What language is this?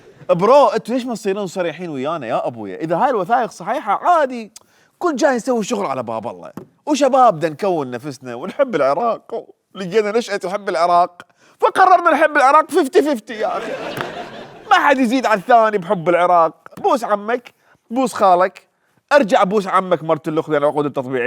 Mesopotamian Arabic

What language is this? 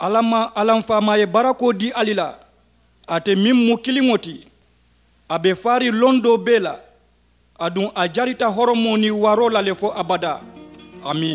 Mandingo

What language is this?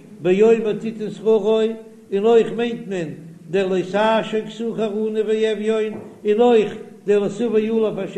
Yiddish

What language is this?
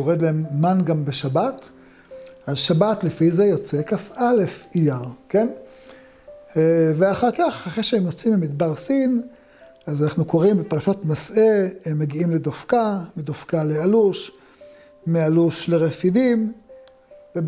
Hebrew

